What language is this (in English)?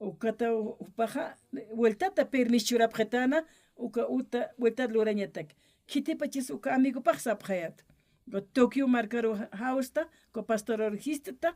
Aymara